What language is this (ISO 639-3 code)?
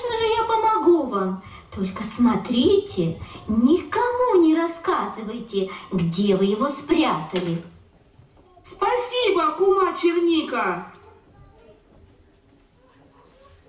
rus